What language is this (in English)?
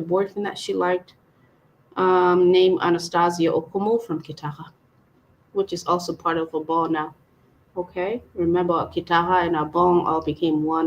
Acoli